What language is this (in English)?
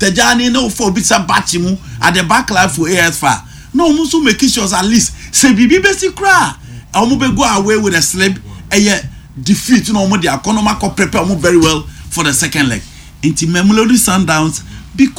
Akan